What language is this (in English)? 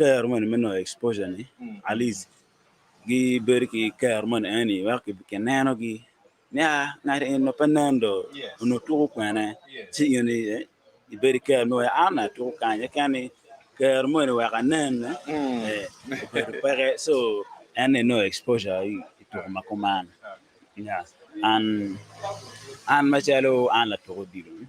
Acoli